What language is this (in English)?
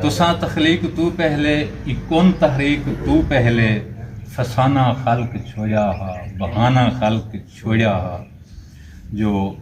Saraiki